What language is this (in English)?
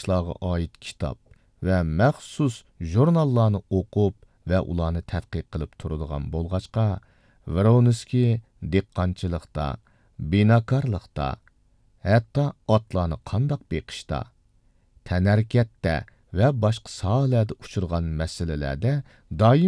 Uyghur